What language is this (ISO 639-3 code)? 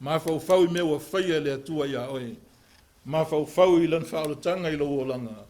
smo